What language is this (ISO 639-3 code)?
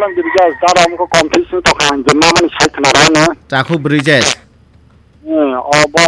trp